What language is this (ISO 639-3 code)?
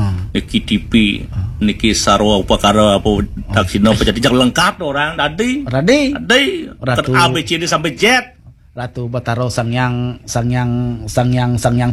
ban